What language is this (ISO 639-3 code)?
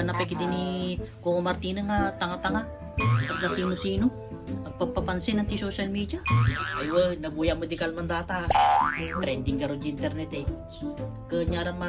ilo